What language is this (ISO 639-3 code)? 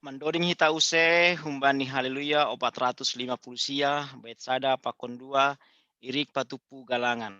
bts